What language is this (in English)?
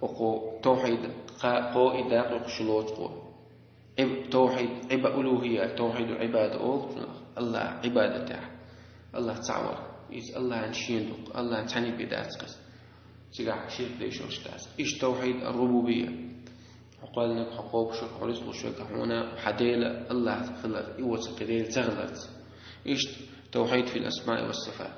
Chechen